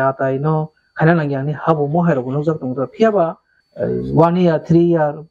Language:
Kok Borok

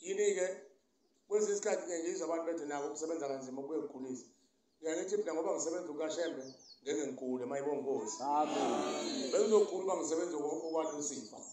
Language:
Zulu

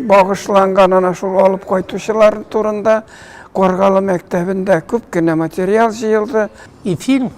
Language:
Tatar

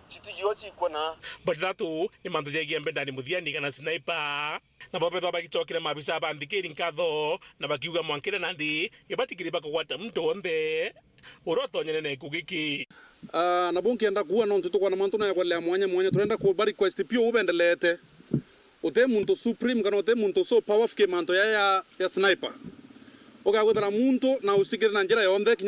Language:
Meru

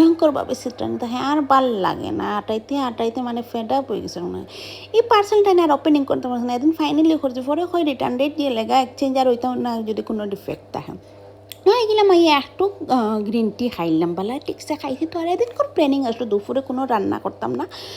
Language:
Sylheti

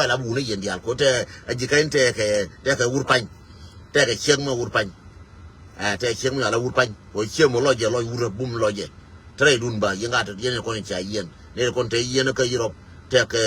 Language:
Nuer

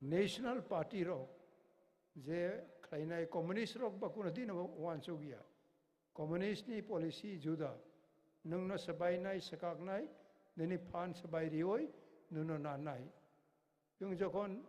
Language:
Kok Borok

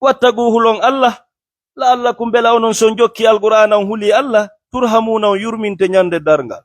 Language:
Fula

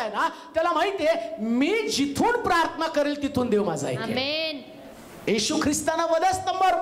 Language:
Marathi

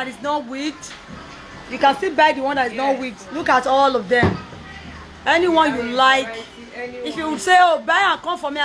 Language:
Nigerian Pidgin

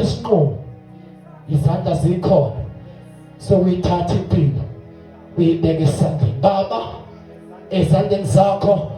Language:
Zulu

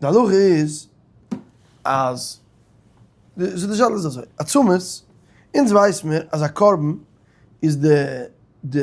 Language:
Yiddish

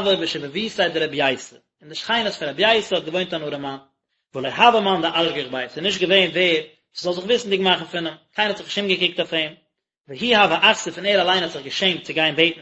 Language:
Yiddish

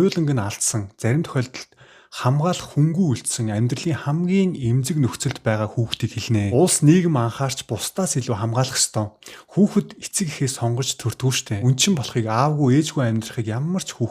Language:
Mongolian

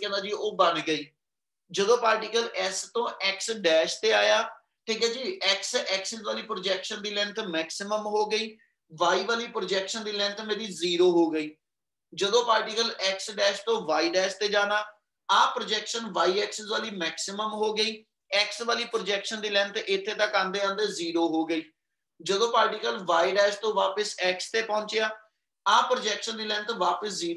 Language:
Punjabi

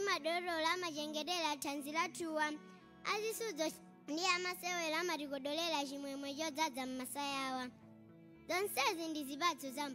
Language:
Nyanja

